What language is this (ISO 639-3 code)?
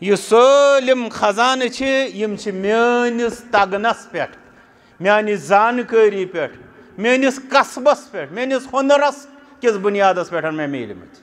kas